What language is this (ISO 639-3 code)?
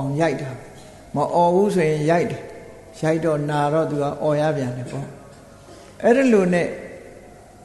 mya